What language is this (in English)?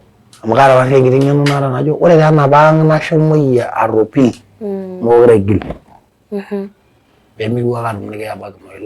Masai